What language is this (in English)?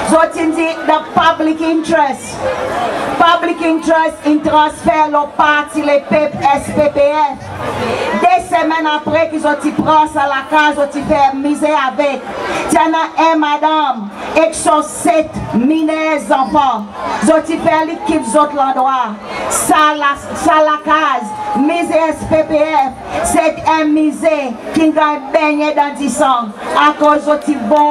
Seselwa Creole French